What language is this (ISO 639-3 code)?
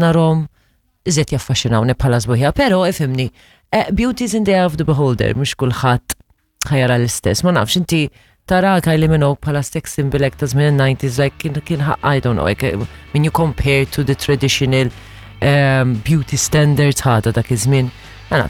mlt